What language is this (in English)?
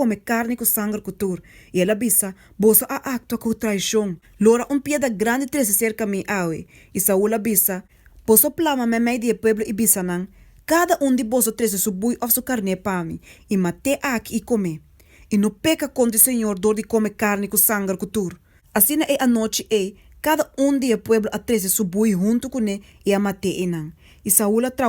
Papiamento